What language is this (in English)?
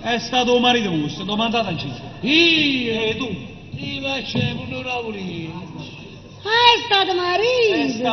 Neapolitan